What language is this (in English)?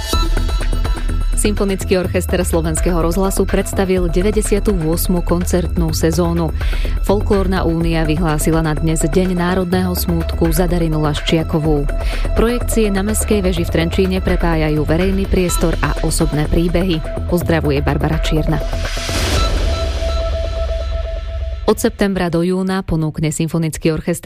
Slovak